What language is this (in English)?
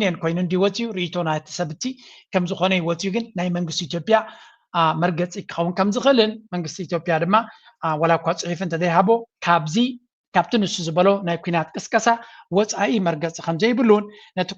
Tigrinya